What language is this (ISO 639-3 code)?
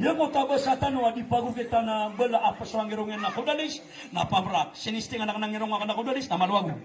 mrw